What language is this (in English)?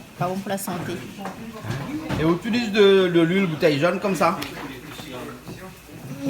Réunion Creole French